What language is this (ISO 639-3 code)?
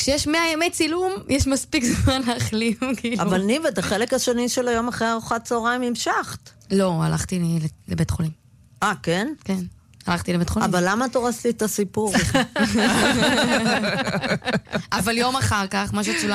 heb